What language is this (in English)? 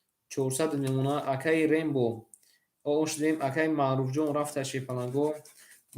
Tajik